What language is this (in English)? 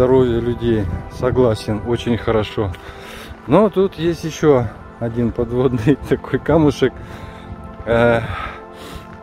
Russian